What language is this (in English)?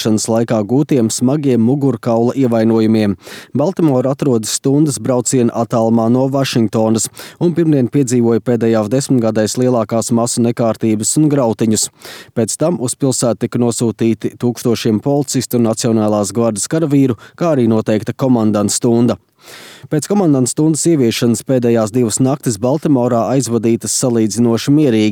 Latvian